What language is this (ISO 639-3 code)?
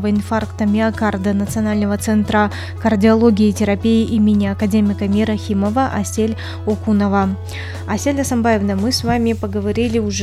rus